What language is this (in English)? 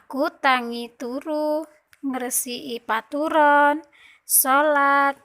Javanese